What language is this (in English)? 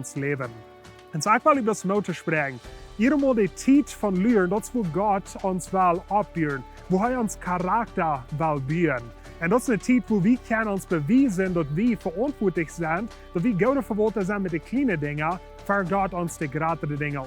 Plautdietsch